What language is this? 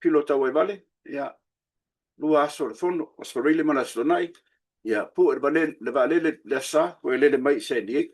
Samoan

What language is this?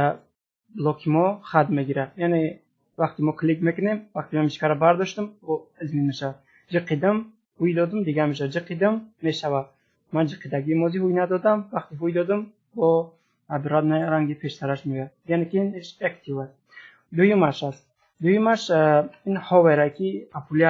Tajik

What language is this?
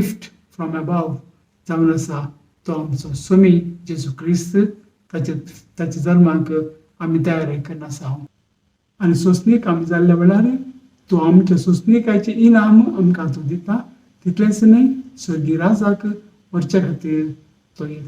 Konkani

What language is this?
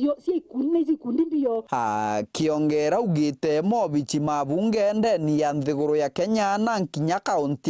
Meru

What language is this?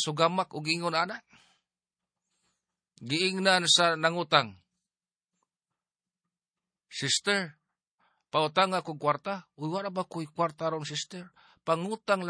Cebuano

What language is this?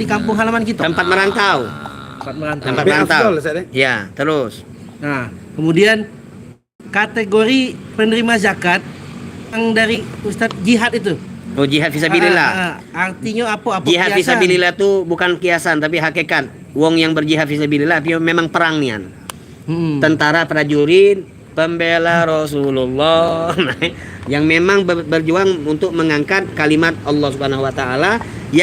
Musi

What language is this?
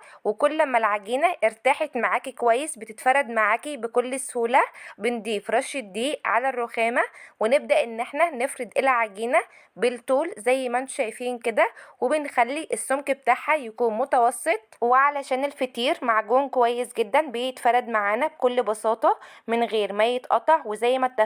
Egyptian Arabic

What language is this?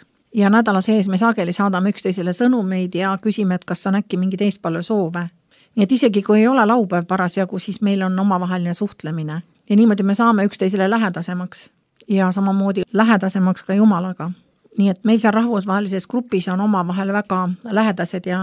Estonian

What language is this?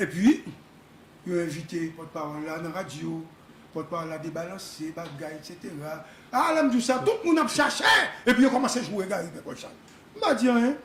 Haitian Creole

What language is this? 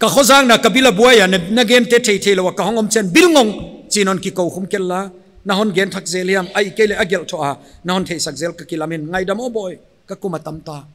Paite Chin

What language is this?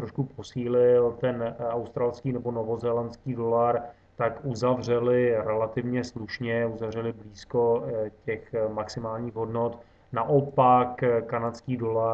Czech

